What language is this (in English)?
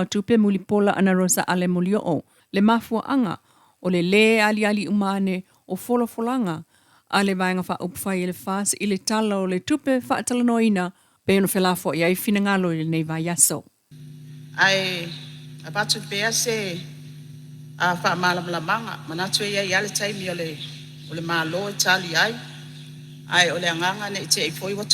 Samoan